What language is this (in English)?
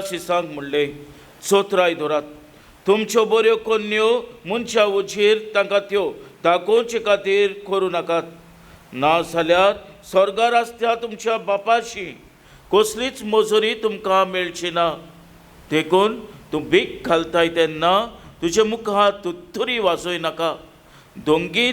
Konkani